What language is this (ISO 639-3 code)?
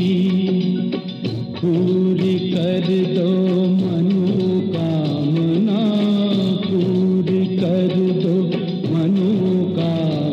hin